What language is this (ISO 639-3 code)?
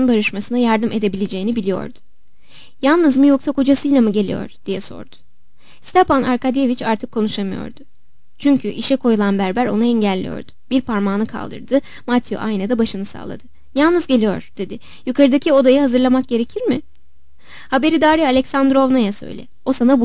tur